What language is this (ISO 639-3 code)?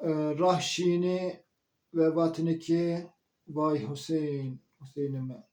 zza